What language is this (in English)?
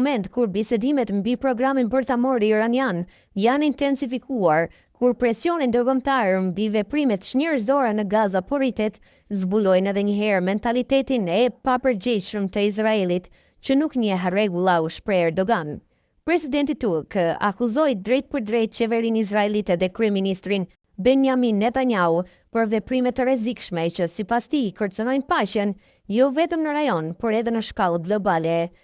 Albanian